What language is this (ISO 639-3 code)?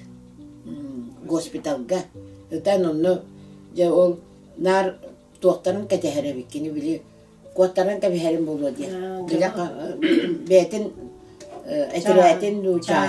sah